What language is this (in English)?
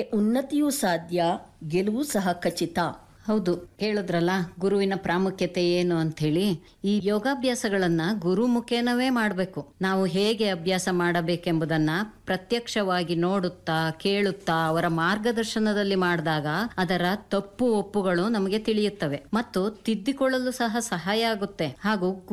Kannada